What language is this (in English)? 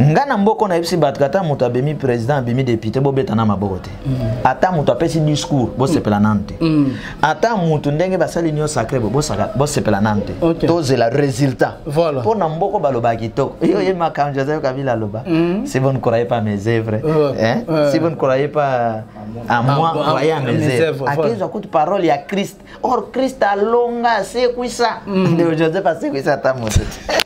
Lingala